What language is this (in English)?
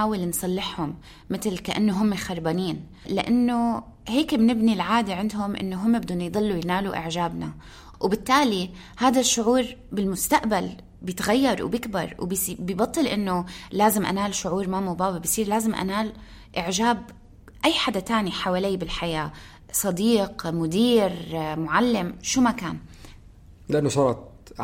North Levantine Arabic